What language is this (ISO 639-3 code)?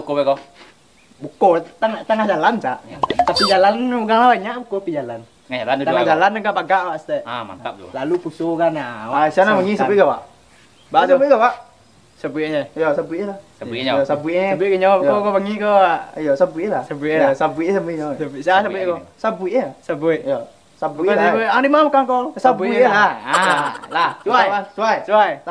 min